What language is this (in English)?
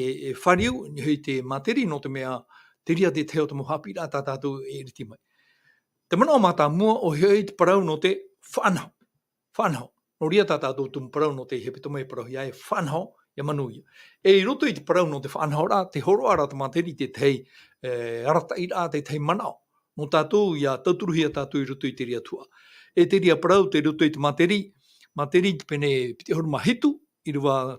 Tahitian